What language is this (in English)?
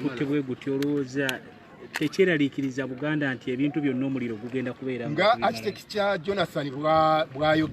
Ganda